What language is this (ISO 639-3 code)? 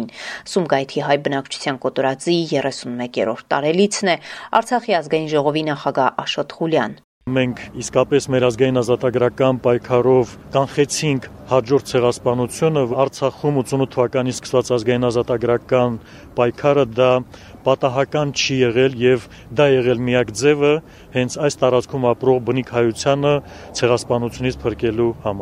hye